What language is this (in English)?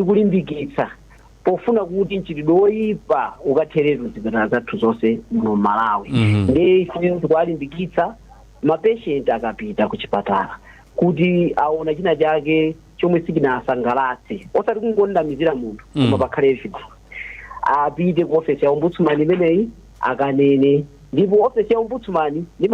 Nyanja